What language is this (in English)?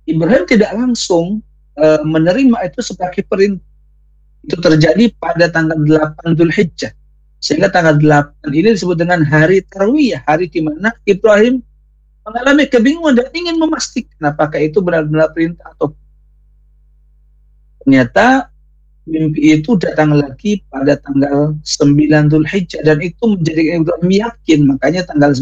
Indonesian